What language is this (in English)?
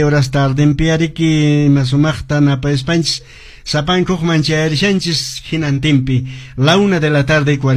Quechua